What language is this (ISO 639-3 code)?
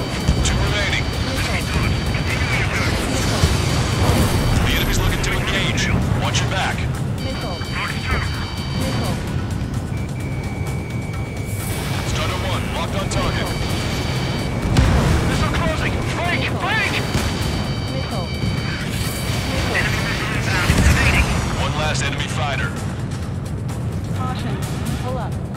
eng